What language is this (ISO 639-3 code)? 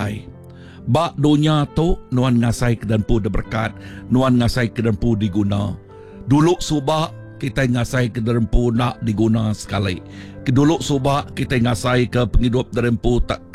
iba